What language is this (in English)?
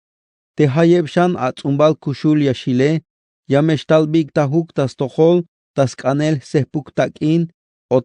Tzeltal